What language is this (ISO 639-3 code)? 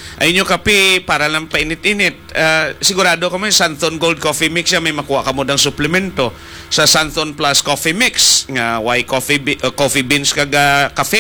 hil